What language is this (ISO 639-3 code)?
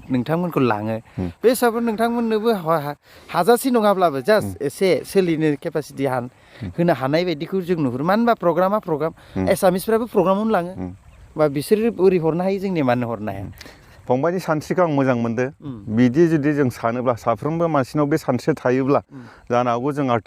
brx